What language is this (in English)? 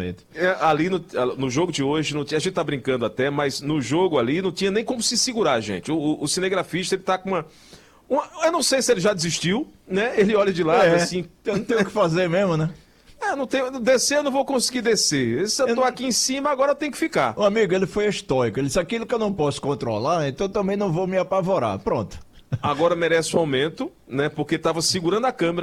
Portuguese